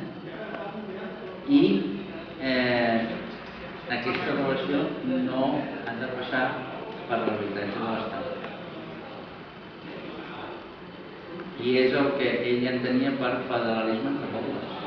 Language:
Catalan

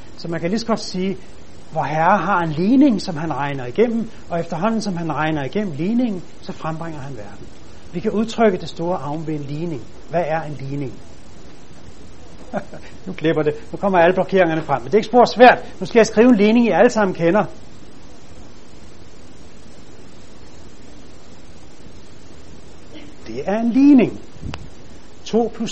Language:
Danish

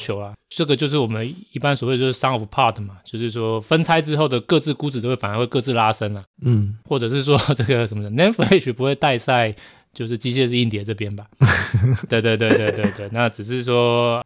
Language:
Chinese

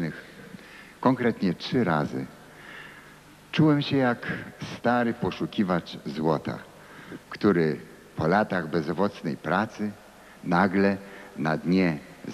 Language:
Polish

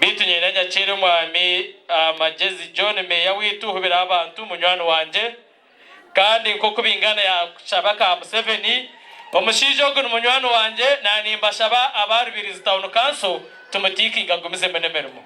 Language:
Nyankole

